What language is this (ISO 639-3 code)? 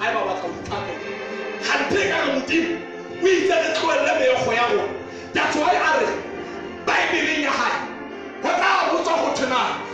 sot